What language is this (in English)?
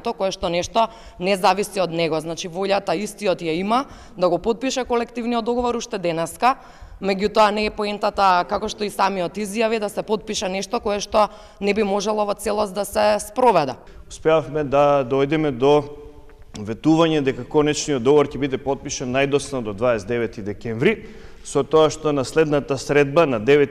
Macedonian